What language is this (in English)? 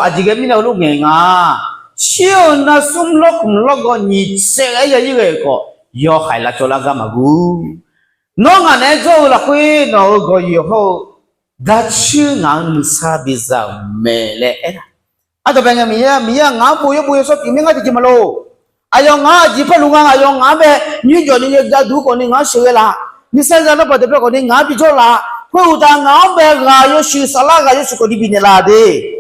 Akha